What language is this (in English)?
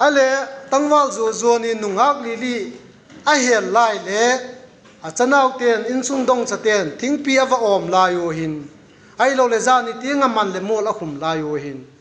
Vaiphei